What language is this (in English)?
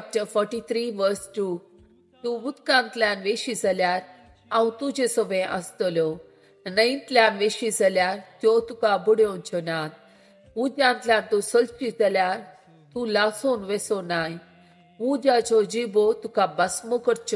Konkani